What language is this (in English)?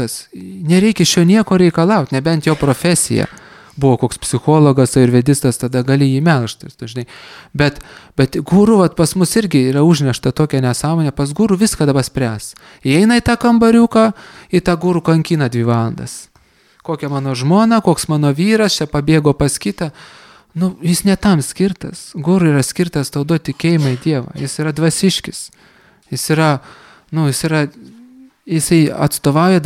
Lithuanian